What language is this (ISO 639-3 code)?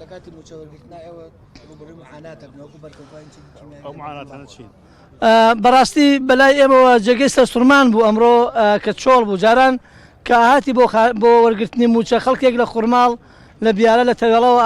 ckb